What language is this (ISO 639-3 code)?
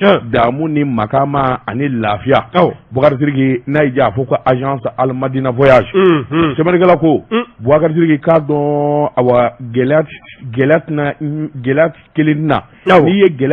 bam